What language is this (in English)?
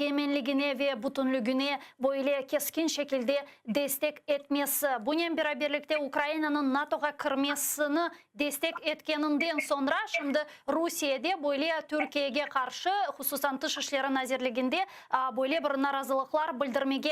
Crimean Tatar